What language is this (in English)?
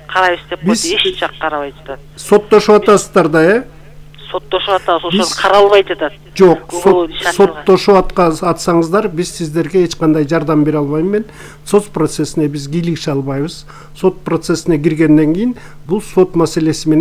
Kyrgyz